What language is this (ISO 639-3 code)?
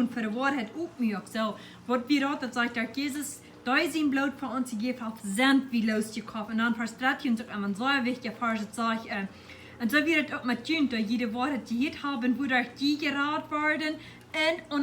pdt